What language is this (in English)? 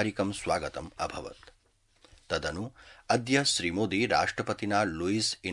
Sanskrit